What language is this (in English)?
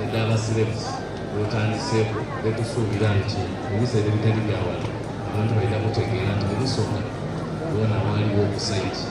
Soga